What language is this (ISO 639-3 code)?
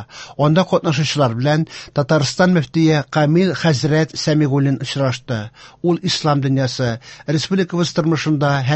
tat